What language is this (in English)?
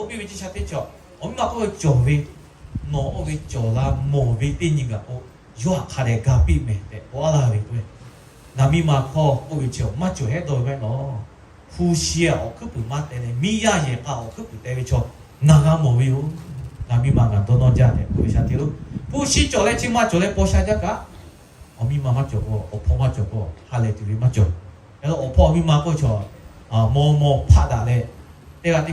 Lahu